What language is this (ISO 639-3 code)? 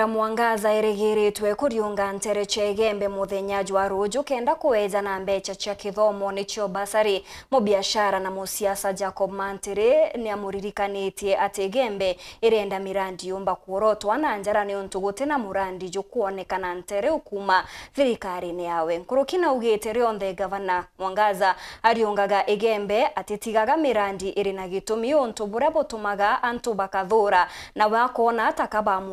mer